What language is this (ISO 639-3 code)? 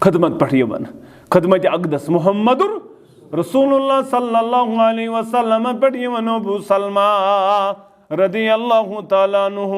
kas